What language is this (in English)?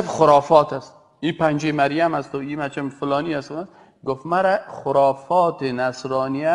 Persian